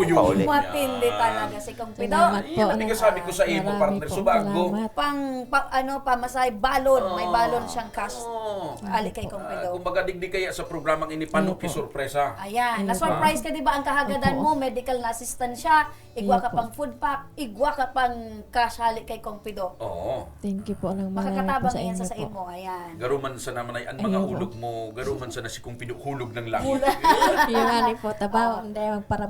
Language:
Bikol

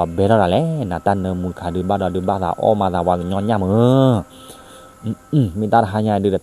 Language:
S'gaw Karen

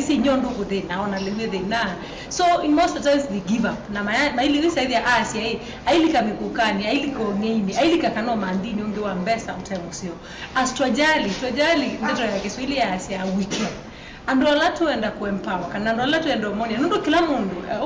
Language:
Kamba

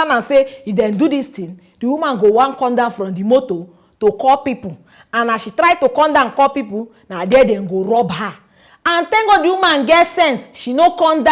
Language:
Nigerian Pidgin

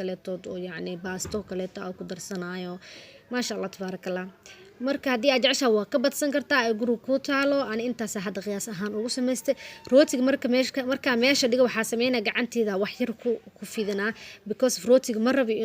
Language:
Somali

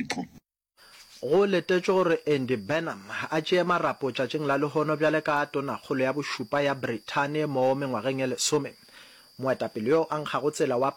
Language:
Northern Sotho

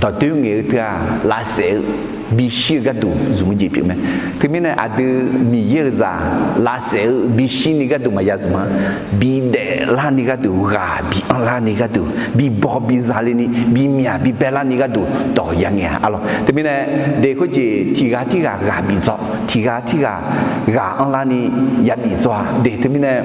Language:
Akha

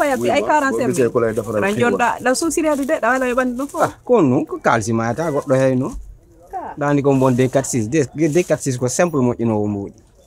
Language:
Pular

